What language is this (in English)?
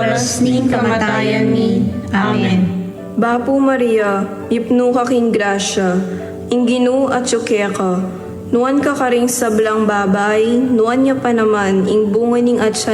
Pampanga